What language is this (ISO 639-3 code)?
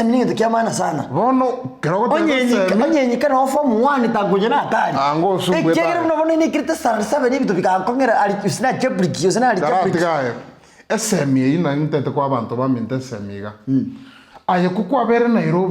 guz